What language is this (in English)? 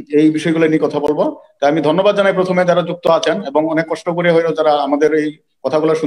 Bangla